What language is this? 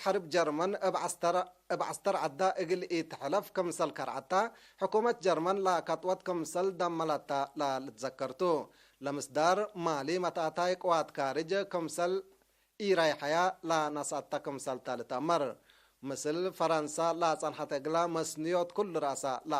Tigre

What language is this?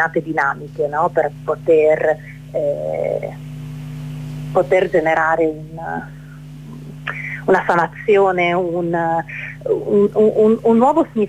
Italian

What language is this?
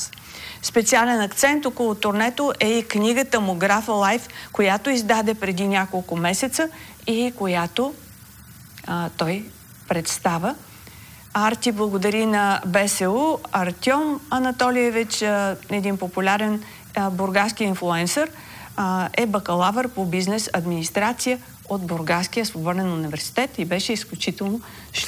Bulgarian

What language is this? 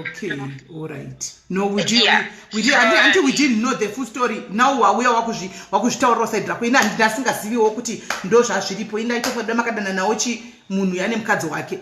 Shona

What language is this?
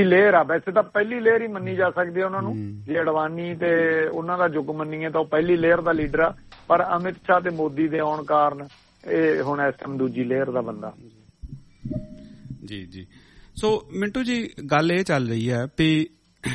Punjabi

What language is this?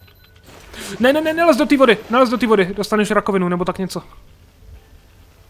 Czech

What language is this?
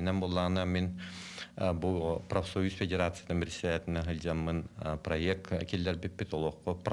Yakut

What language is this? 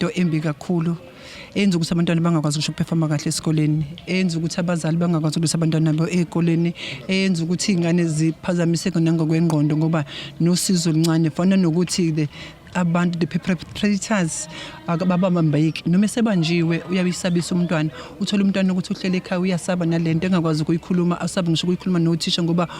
Zulu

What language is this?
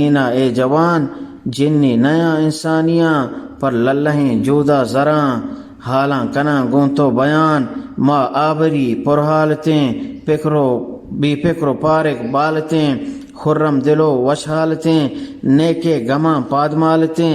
Eastern Balochi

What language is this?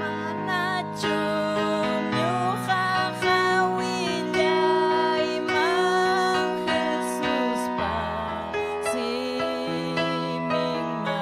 Ayacucho Quechua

